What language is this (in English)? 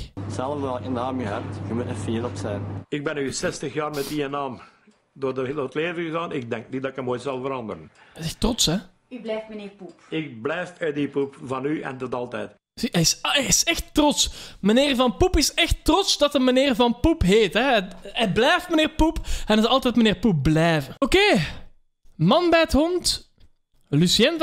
Dutch